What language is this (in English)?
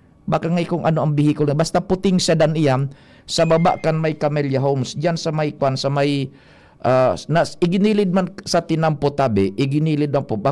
Bikol